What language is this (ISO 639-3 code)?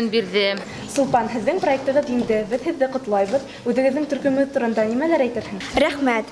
bak